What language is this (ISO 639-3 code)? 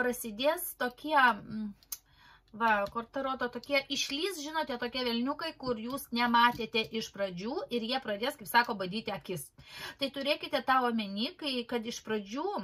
lit